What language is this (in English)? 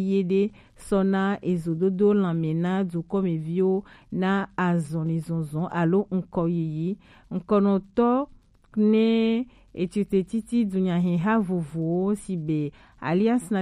Gen